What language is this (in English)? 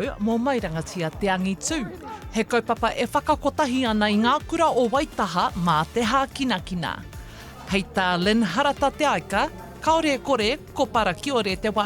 Māori